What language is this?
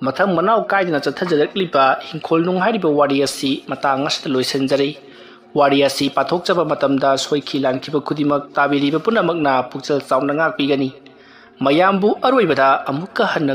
Manipuri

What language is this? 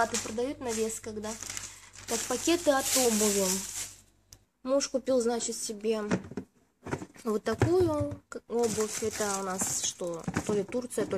Russian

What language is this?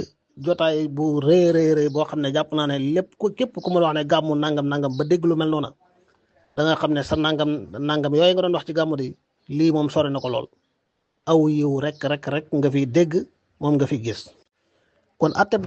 Wolof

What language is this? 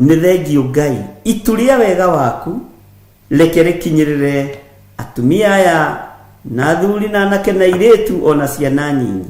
Kikuyu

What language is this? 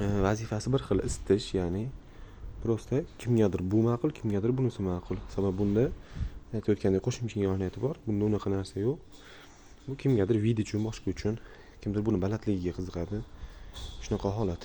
Uzbek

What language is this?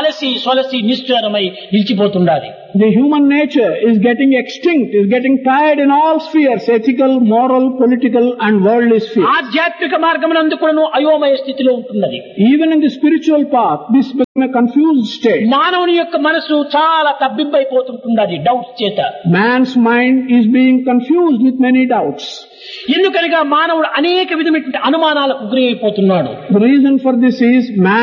Telugu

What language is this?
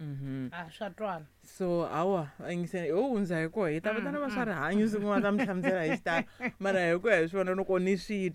Tsonga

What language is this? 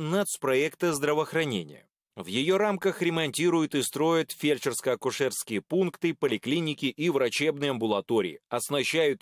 Russian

